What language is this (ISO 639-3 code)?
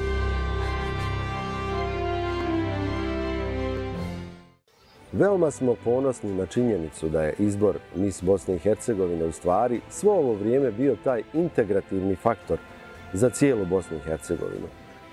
bos